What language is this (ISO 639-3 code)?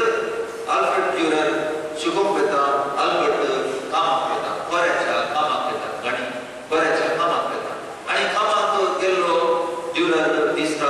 kok